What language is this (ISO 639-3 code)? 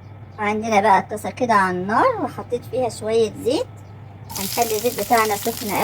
arz